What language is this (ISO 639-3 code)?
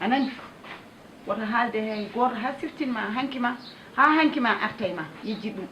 ful